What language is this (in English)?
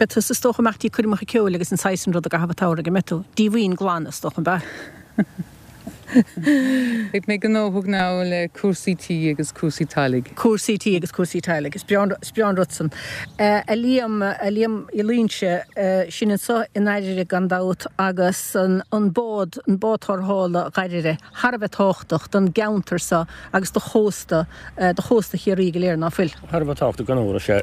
Irish